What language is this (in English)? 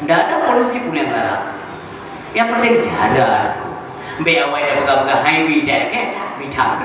Achinese